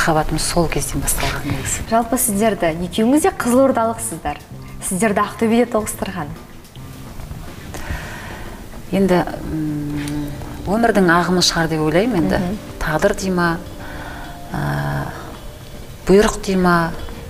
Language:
Kazakh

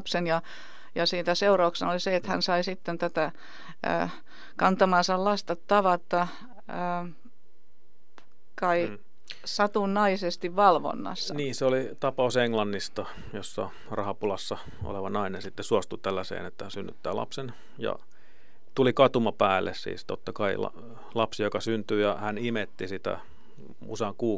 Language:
Finnish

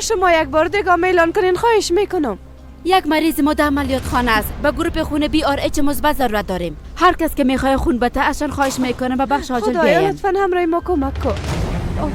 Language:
Persian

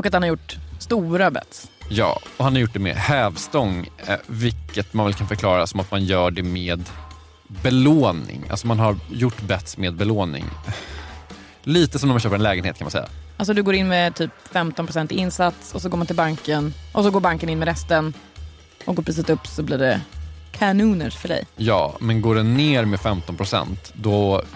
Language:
Swedish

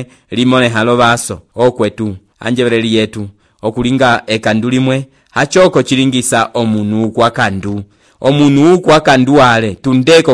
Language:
Umbundu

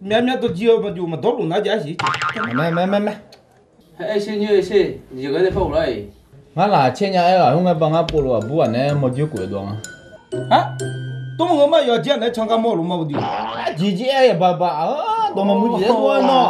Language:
Akha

